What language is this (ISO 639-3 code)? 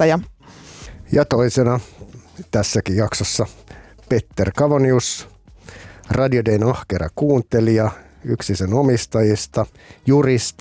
fin